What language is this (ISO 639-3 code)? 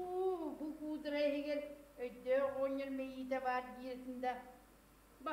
sah